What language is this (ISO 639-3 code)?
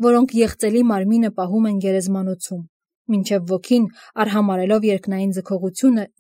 hye